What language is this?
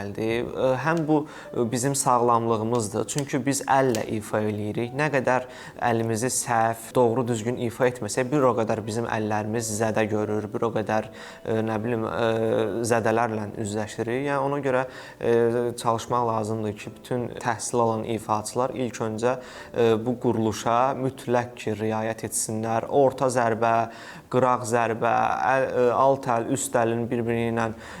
Azerbaijani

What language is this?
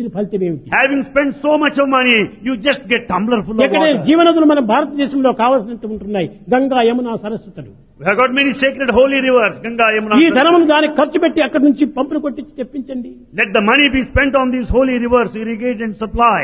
Telugu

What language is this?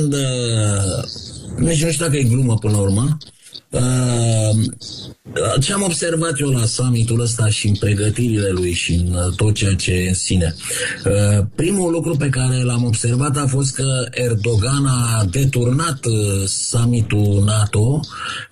Romanian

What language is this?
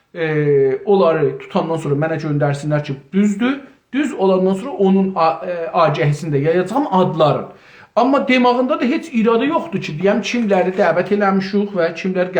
South Azerbaijani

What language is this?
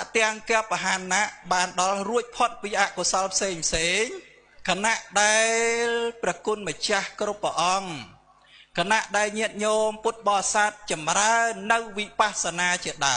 Khmer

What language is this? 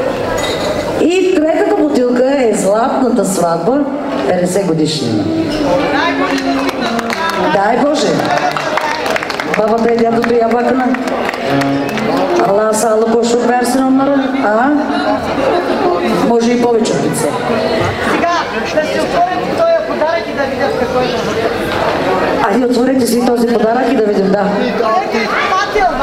Bulgarian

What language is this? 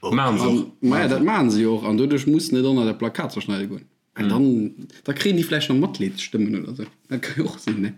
Luxembourgish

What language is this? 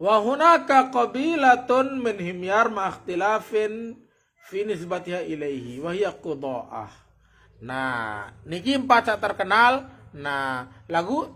Sasak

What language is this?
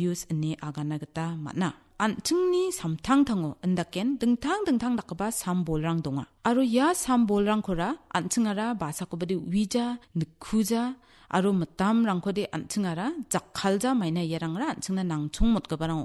Garo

